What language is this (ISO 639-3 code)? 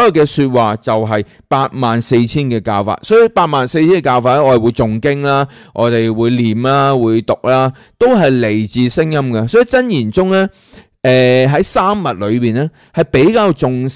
yue